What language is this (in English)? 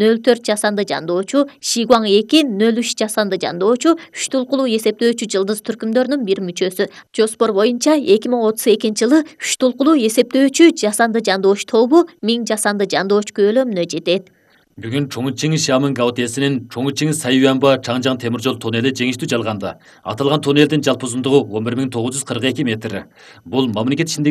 Kyrgyz